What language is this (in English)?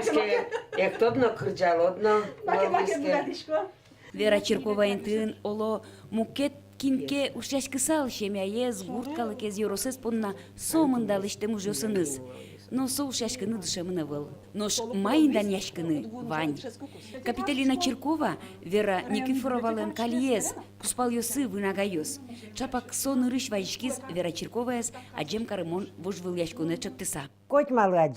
Udmurt